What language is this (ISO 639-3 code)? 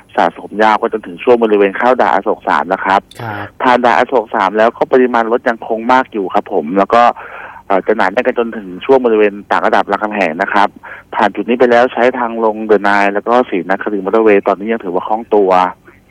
tha